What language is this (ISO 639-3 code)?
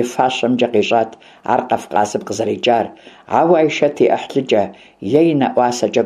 kbd